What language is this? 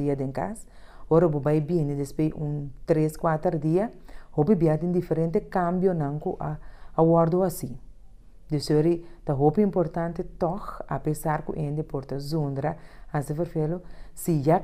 Papiamento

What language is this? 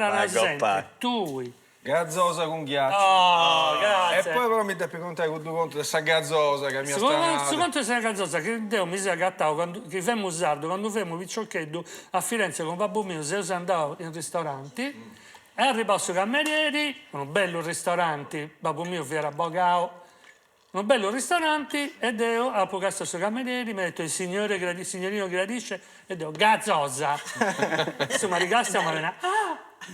Sardinian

